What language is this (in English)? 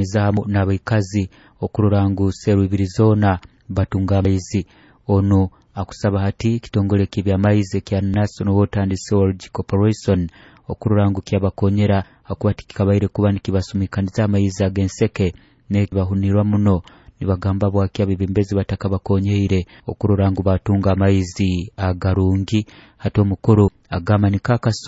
Nyoro